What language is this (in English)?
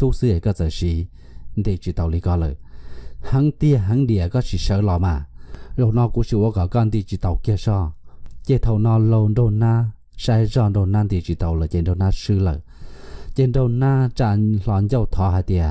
Hmong